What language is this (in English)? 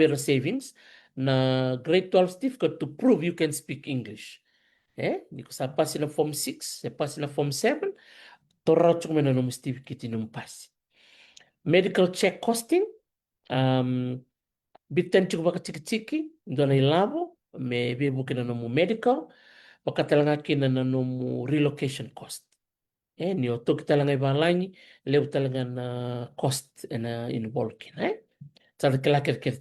Fijian